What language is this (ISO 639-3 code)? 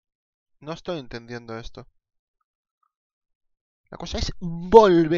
spa